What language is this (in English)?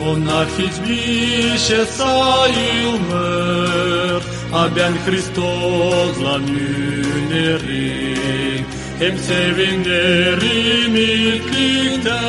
Gagauz